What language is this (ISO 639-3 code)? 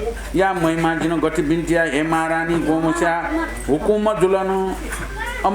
new